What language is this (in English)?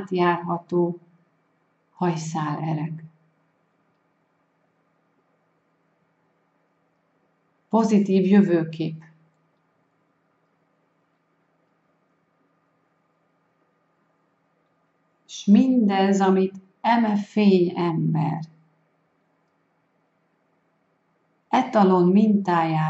Hungarian